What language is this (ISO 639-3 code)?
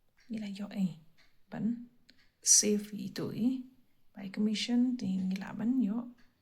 kha